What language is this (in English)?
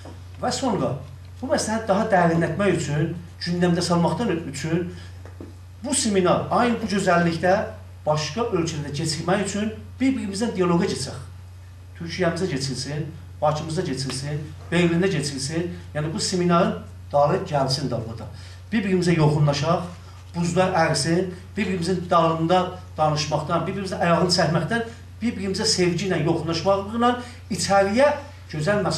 South Azerbaijani